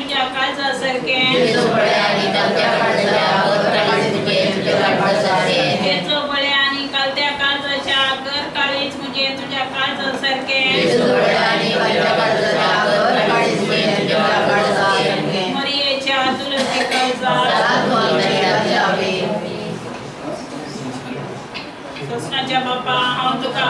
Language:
Konkani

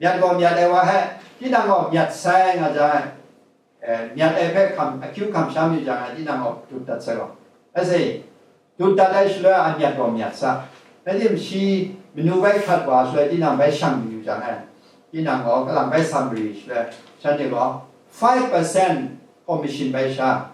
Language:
Kachin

